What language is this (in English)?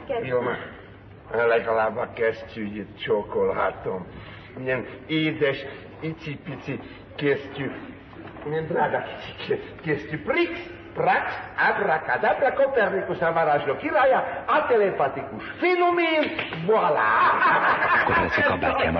Hungarian